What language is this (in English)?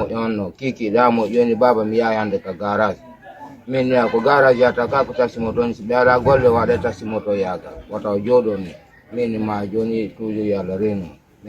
Fula